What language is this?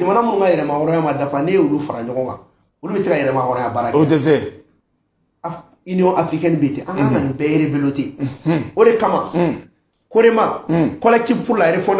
Bambara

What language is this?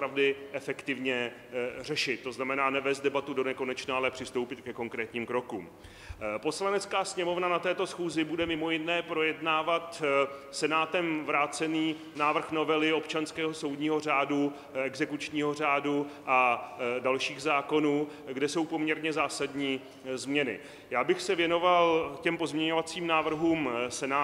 Czech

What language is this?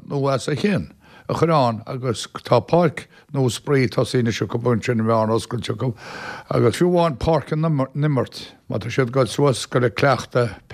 Irish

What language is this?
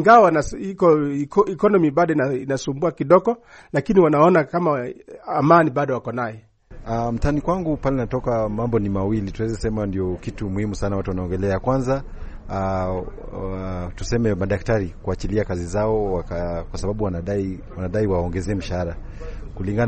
Swahili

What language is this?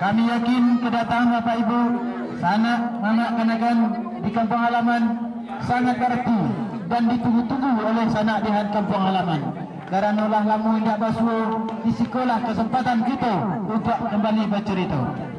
Minangkabau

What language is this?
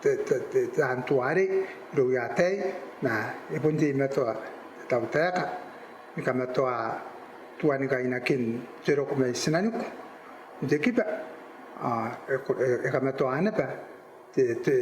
Gilbertese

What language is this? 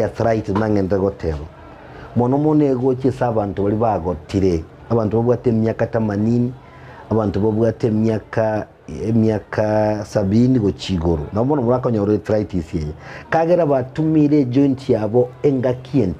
Gusii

